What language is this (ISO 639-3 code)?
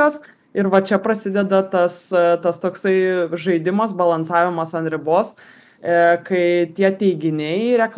lit